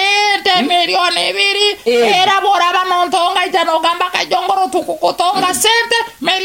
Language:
Nyoro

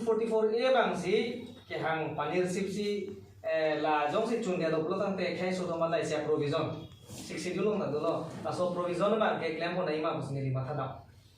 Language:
Karbi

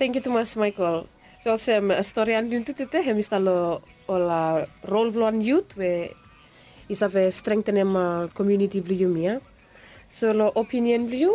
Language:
Bislama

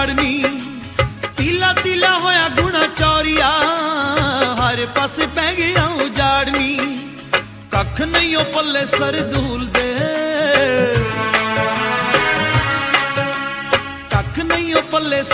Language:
Punjabi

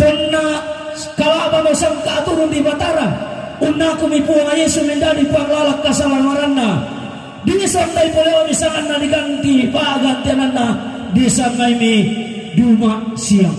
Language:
Toraja-Sa'dan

